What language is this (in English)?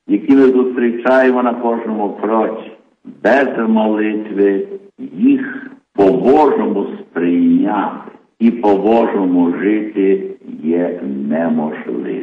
Ukrainian